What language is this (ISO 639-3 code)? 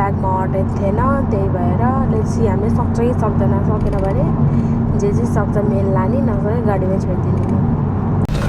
nep